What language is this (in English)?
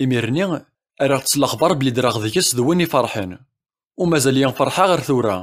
Kabyle